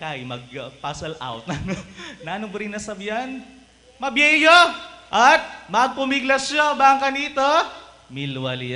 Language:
Pampanga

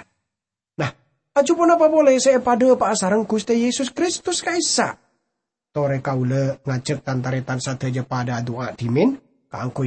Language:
Madurese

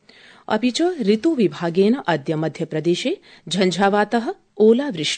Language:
Sanskrit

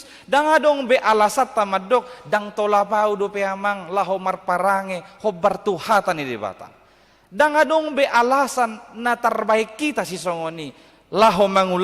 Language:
Batak Toba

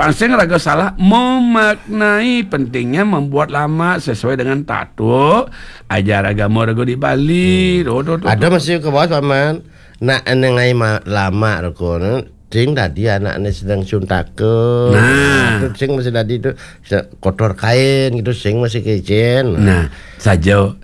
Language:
Balinese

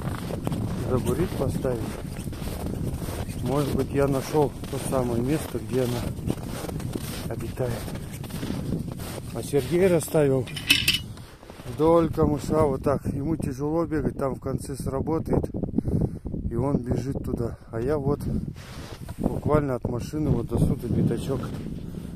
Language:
Russian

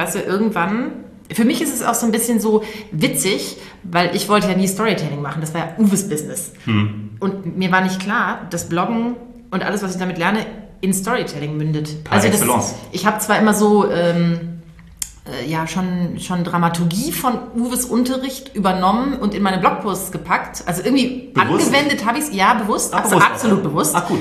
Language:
German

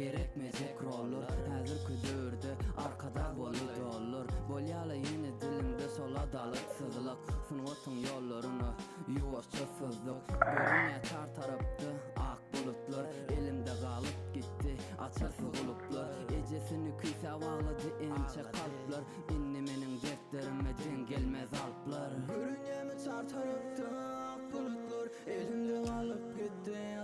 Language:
Turkmen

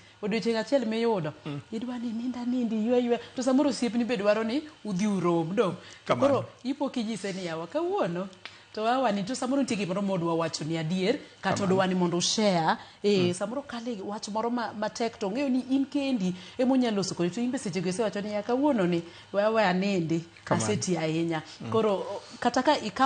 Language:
Luo (Kenya and Tanzania)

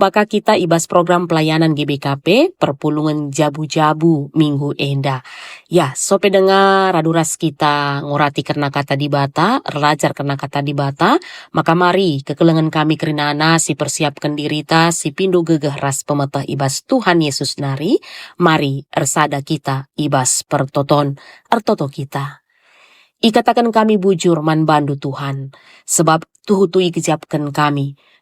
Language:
Batak Karo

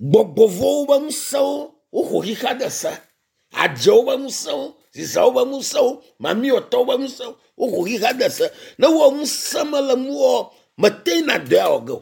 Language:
Ewe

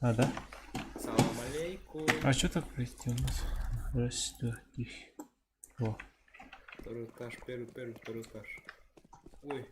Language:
Yakut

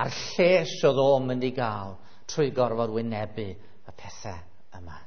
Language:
Welsh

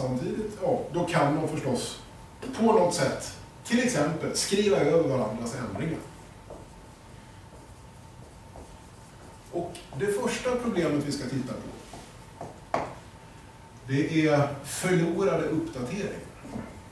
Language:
Swedish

